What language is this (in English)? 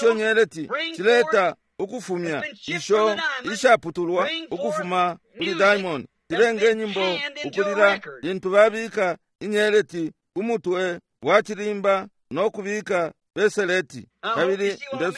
Bemba